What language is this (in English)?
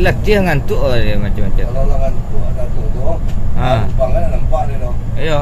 Minangkabau